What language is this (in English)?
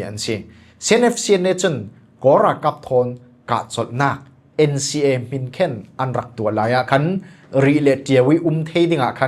Falam Chin